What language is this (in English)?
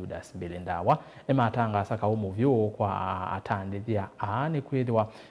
Kamba